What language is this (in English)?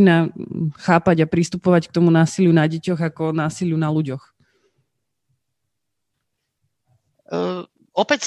Slovak